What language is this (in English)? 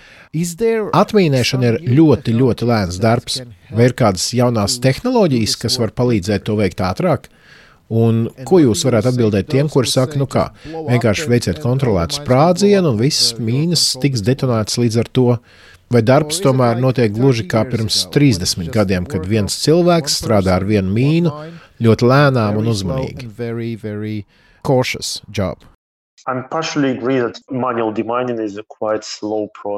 Latvian